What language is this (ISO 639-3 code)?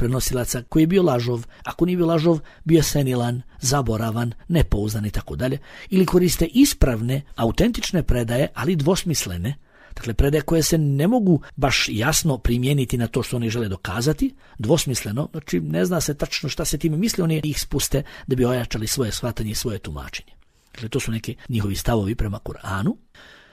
bos